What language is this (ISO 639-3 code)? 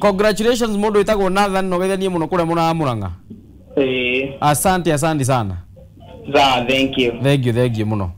kik